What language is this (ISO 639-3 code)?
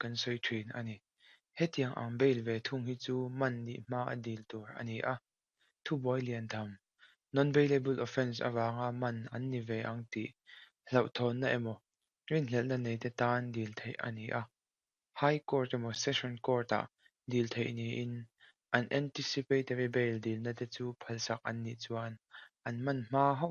lus